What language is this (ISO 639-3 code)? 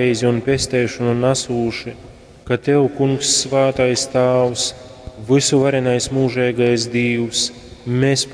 ltg